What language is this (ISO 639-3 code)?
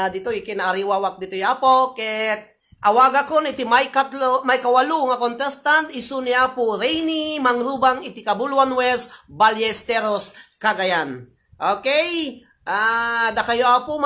ilo